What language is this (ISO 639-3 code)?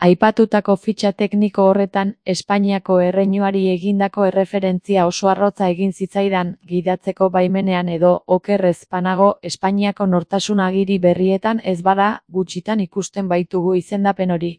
eus